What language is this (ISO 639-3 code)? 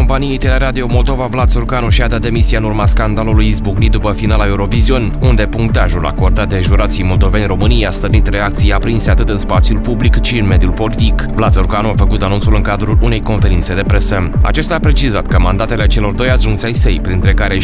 ron